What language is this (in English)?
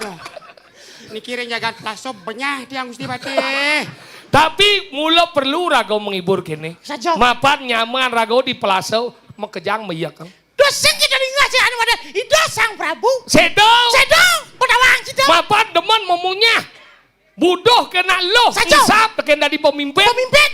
Balinese